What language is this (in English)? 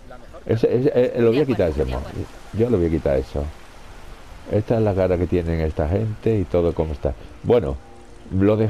Spanish